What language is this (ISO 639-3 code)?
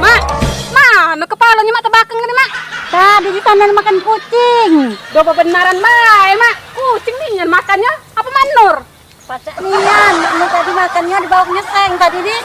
mui